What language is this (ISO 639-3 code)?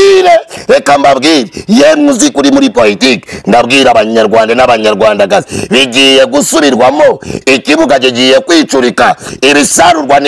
kin